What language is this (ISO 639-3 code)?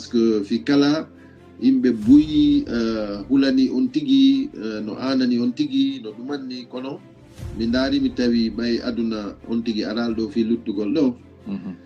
ful